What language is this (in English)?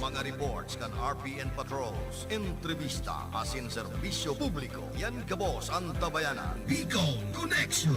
Bikol